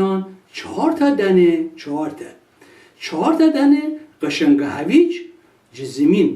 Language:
Gilaki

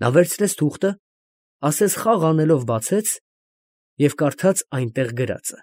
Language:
Armenian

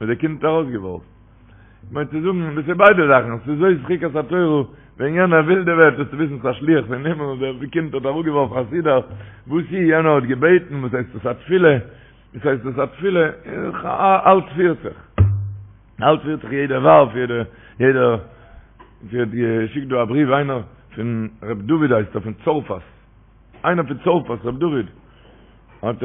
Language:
Yiddish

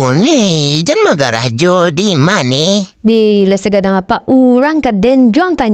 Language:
Minangkabau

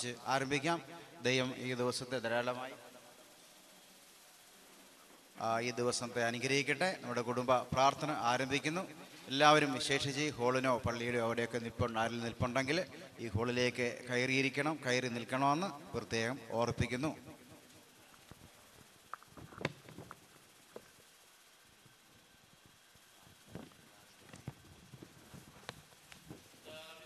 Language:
Malayalam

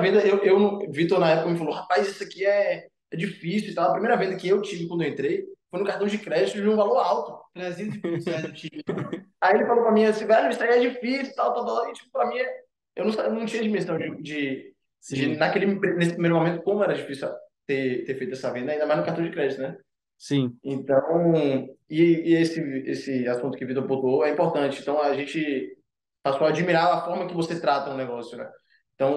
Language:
Portuguese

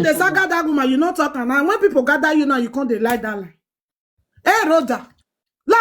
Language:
Nigerian Pidgin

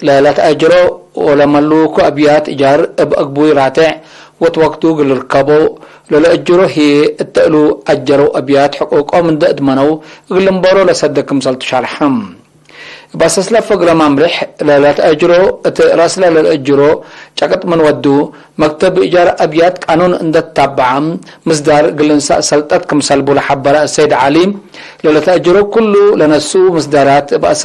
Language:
Tigre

